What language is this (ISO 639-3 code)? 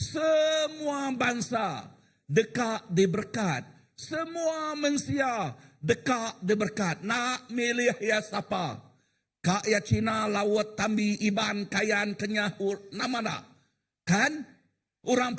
iba